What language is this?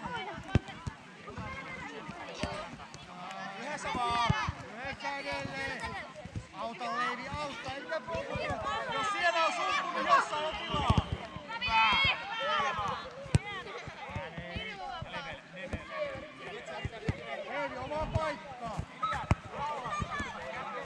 Finnish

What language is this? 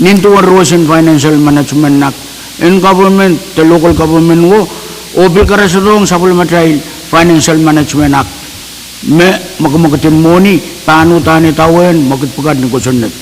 Pohnpeian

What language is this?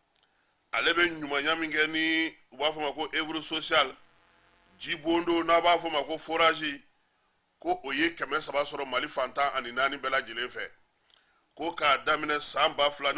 Bambara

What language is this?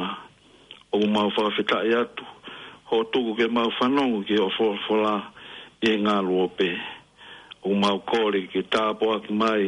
Tongan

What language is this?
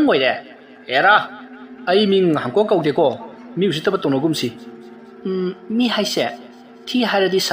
Manipuri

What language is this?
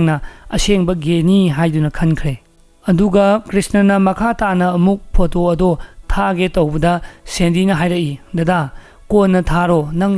Manipuri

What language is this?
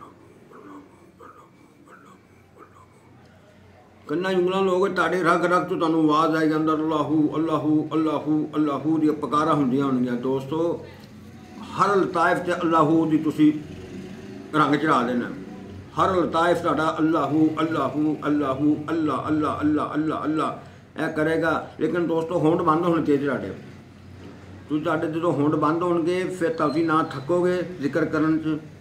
Punjabi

